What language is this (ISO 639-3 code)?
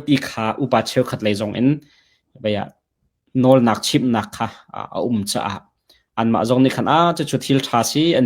cnh